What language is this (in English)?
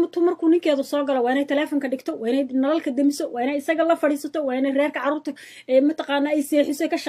Somali